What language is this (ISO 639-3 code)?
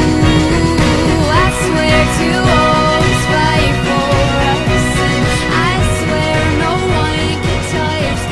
bjn